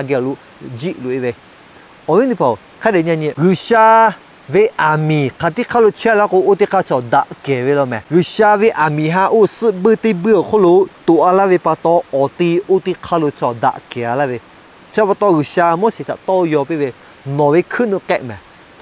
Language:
Lahu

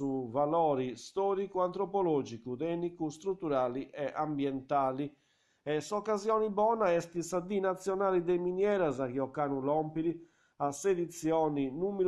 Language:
Sardinian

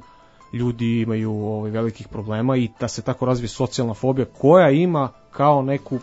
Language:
Serbian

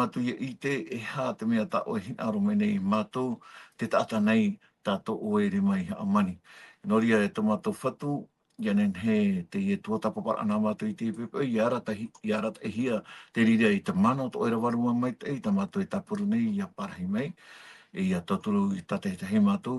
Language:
Tahitian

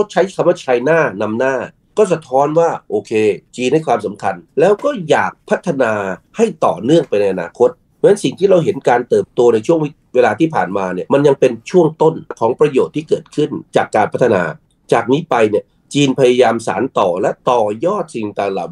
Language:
Thai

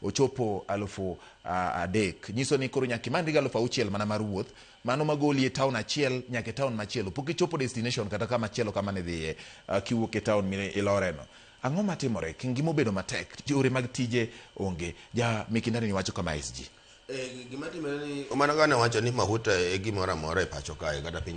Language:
Luo (Kenya and Tanzania)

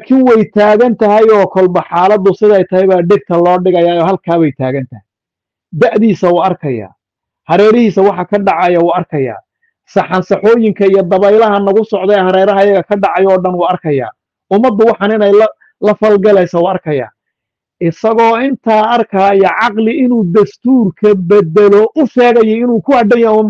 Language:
Somali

